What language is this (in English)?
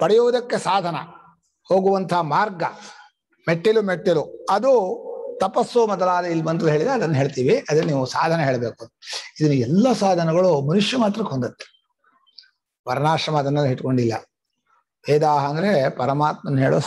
Kannada